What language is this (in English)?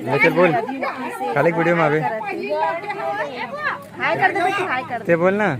Chhattisgarhi